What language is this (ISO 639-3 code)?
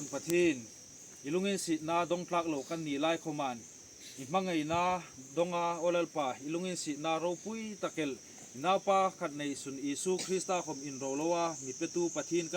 hmr